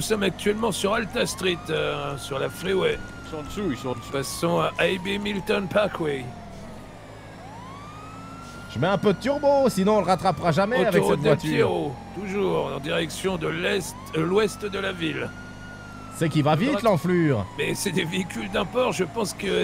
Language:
French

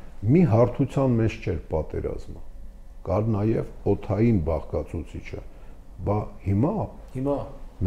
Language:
Armenian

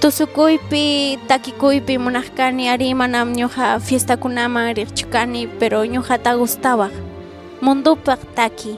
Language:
Ayacucho Quechua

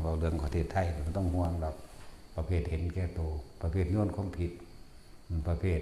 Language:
Northeastern Thai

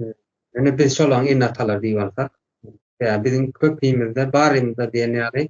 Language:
Turkmen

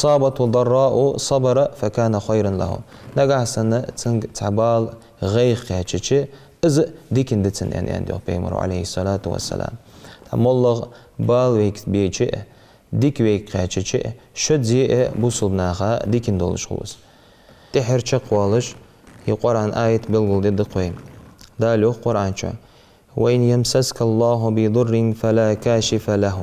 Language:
Ingush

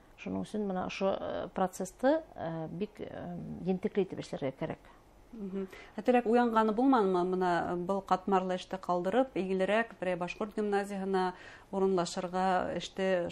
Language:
Bashkir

